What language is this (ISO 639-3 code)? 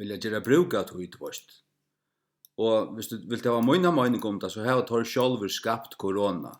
fao